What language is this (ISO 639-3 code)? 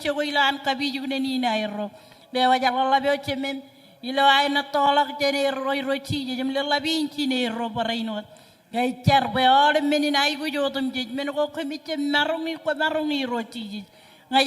mah